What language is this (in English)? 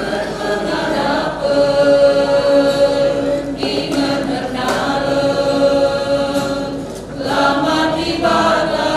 Batak Karo